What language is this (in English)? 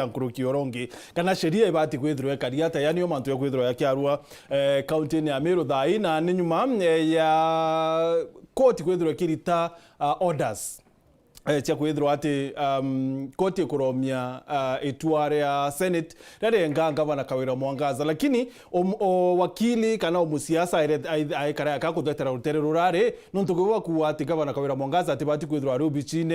Meru